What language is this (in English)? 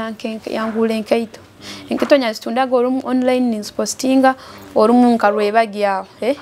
Nyoro